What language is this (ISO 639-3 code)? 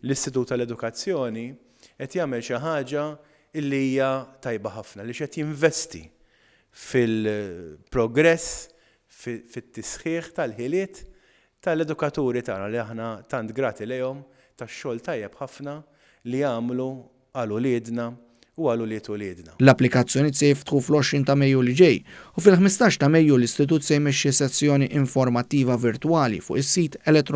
mlt